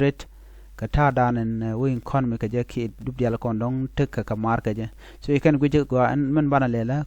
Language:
Nuer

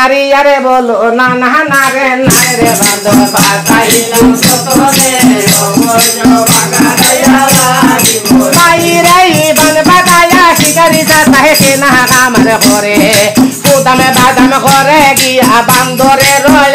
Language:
Sylheti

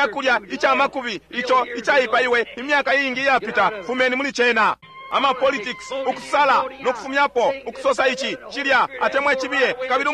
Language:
Bemba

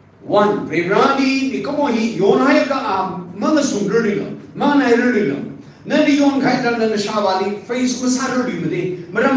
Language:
Tangkhul Naga (India)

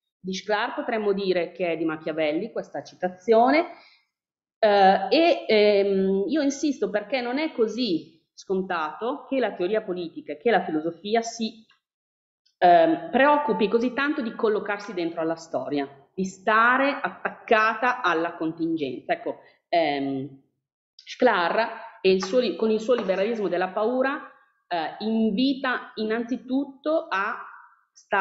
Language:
Italian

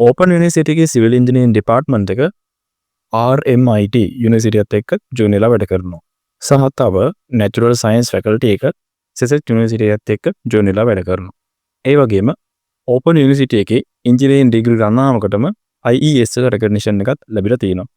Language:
Sinhala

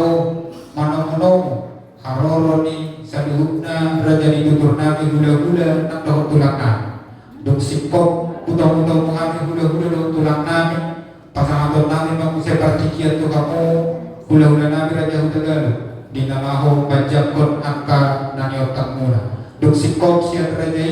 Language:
Batak Toba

